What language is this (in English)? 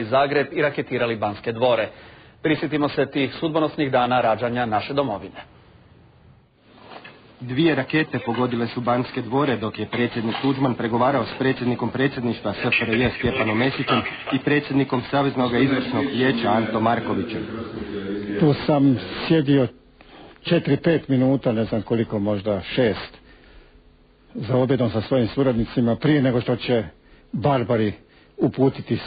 Croatian